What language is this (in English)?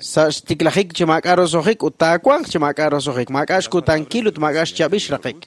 Kekchí